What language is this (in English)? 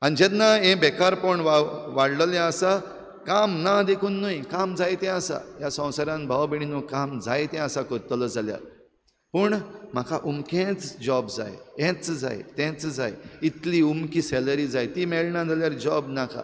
Konkani